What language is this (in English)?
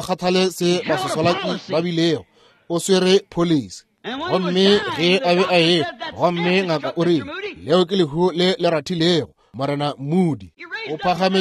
Northern Sotho